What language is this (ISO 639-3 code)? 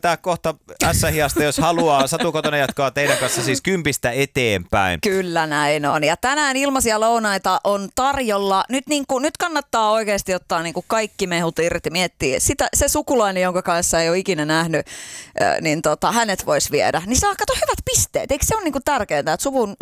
fin